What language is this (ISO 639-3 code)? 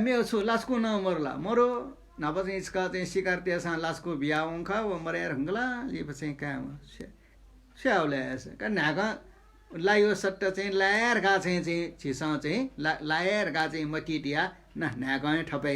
new